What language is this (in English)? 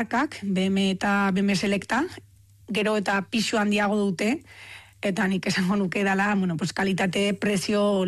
Basque